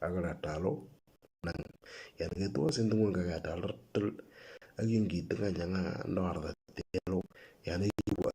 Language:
Moro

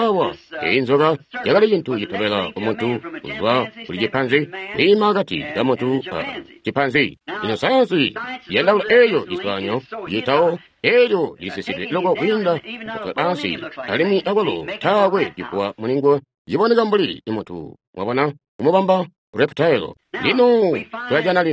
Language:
Tonga (Zambia)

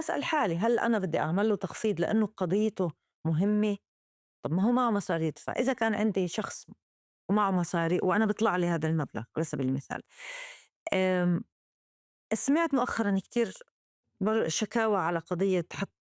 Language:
North Levantine Arabic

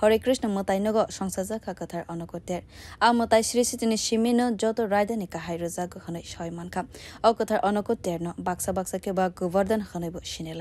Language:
Kok Borok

